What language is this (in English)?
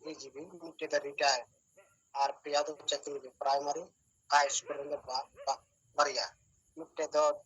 Santali